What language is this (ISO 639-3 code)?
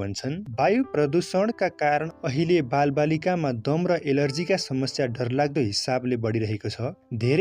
nep